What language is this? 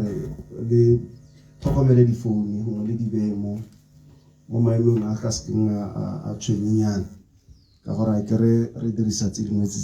Tswana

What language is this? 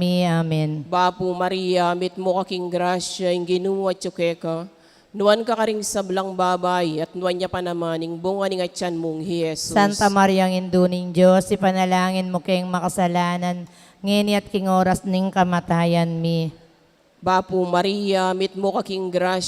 Pampanga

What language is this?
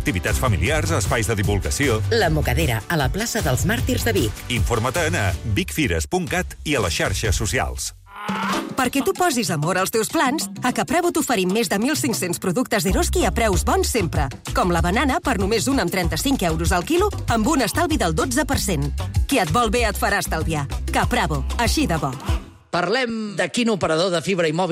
Catalan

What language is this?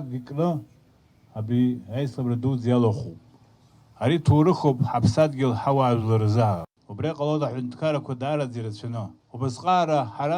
Abkhazian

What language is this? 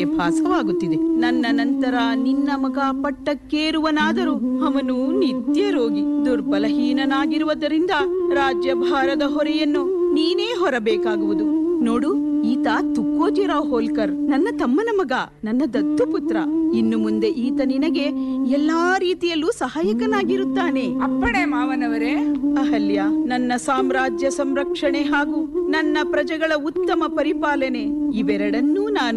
Kannada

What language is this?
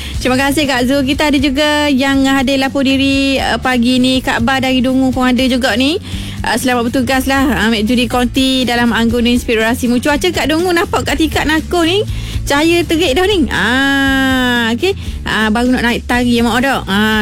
Malay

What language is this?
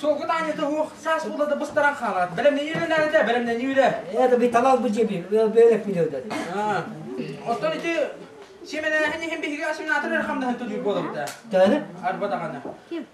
Yakut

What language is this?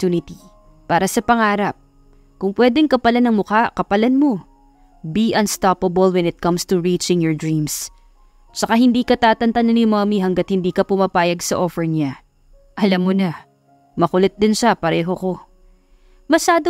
Filipino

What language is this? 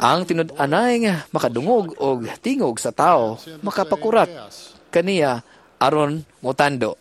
Cebuano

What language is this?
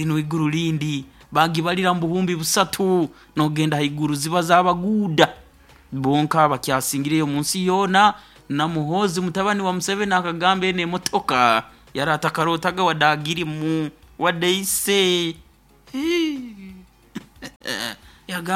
Nyoro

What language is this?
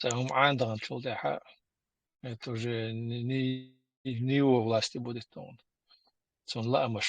Chechen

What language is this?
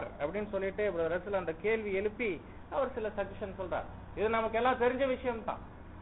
Tamil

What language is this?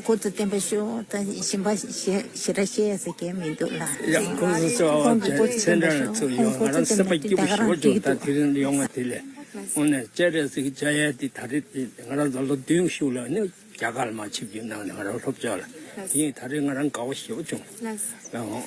Tibetan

